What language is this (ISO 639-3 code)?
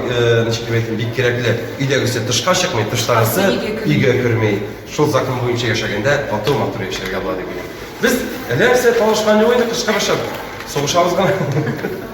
tat